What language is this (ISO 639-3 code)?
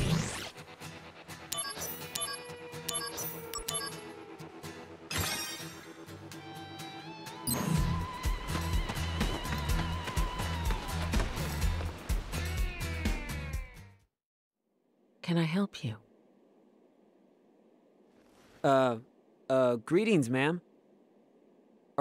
eng